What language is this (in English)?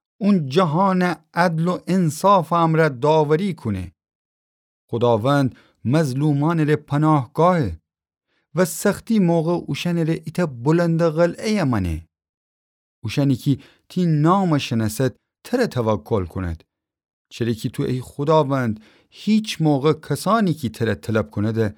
Gilaki